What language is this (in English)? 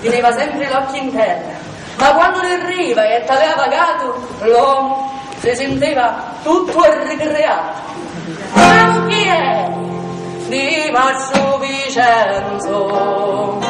Sicilian